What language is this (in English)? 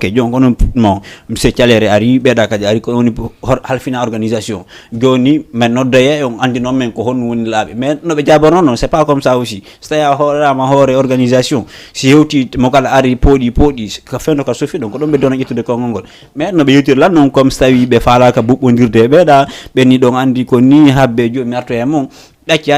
Fula